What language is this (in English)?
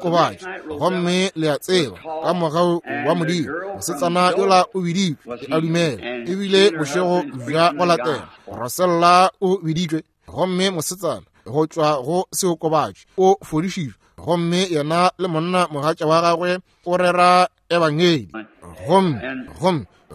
Northern Sotho